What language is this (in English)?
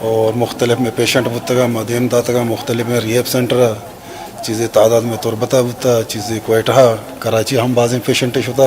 Baluchi